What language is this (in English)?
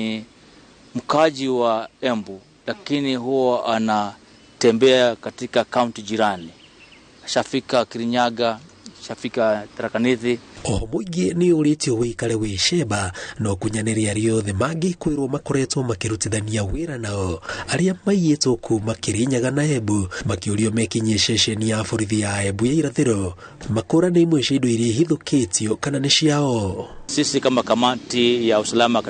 Kikuyu